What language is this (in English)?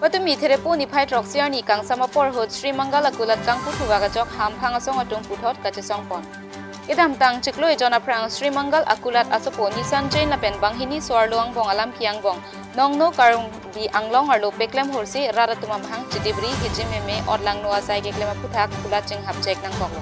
Karbi